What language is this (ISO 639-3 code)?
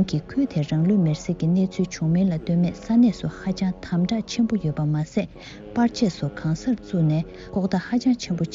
bod